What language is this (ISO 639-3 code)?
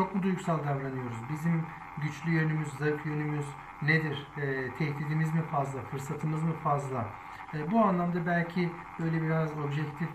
tur